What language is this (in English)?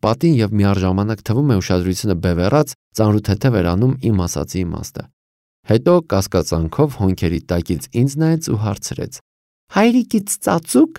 Armenian